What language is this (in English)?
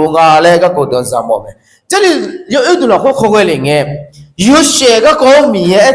Akha